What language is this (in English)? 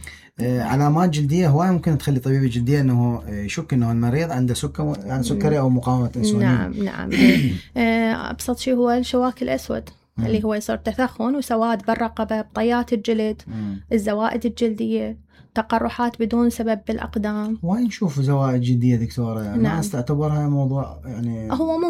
Mesopotamian Arabic